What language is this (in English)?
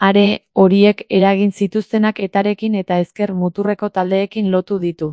Basque